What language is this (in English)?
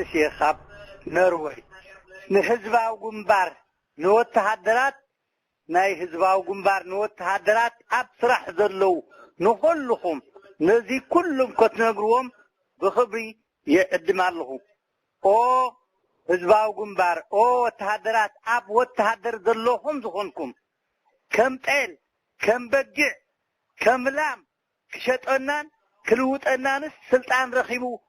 Tigrinya